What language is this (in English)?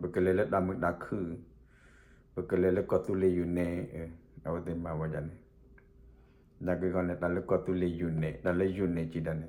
S'gaw Karen